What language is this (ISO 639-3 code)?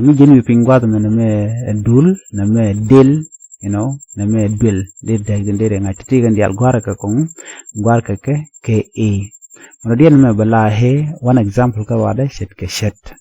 nus